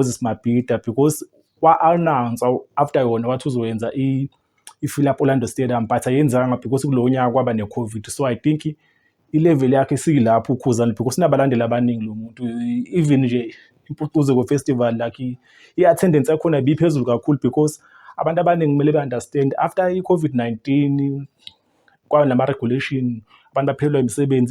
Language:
Zulu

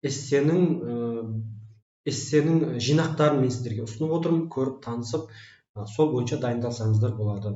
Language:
Kazakh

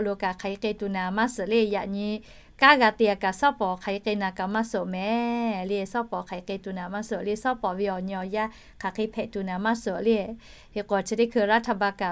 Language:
Lahu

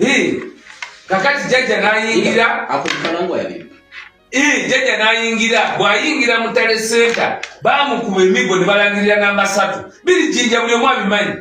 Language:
Ganda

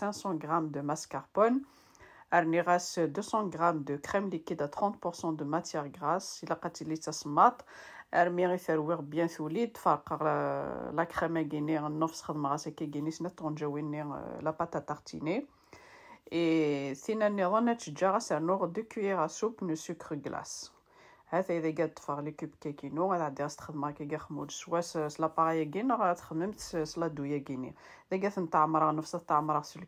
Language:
Kabyle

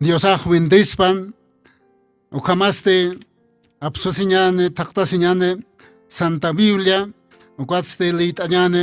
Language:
Aymara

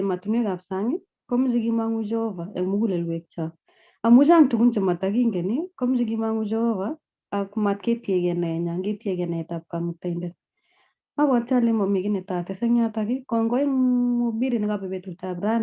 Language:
Kalenjin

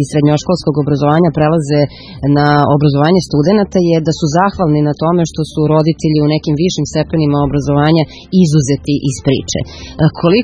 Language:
Serbian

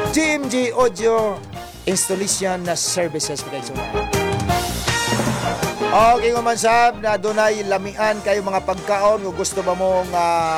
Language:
Cebuano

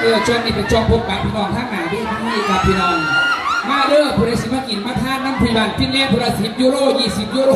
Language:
Northeastern Thai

